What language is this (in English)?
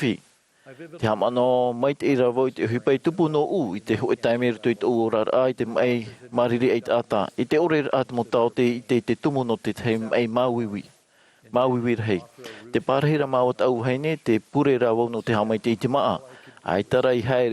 Tahitian